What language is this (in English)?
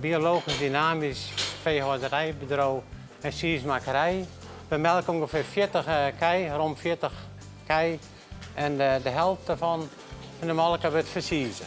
Western Frisian